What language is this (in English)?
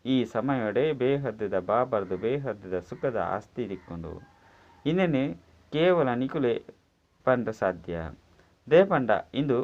Tulu